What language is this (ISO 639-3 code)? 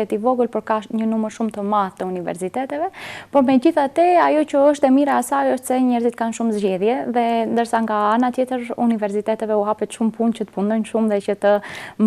sqi